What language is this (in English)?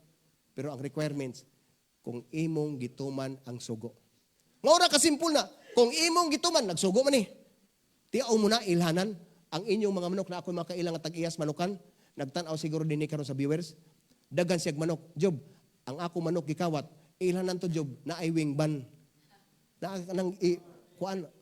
Cebuano